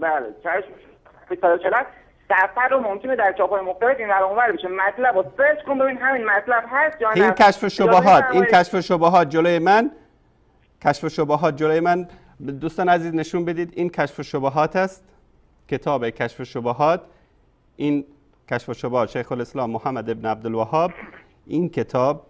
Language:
Persian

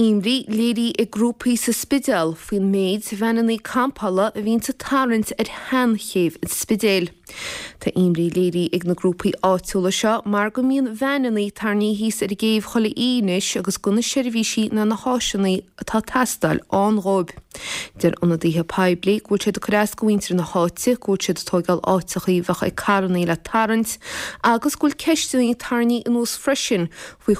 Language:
Irish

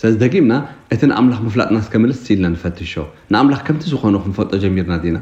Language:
Tigrinya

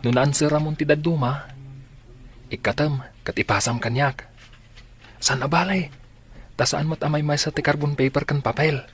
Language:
Iloko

